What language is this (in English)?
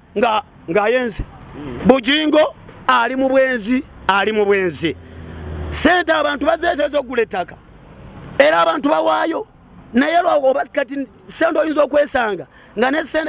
Ganda